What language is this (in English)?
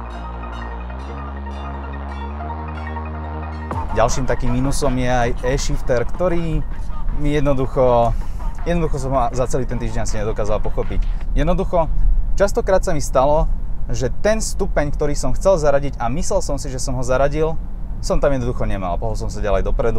Slovak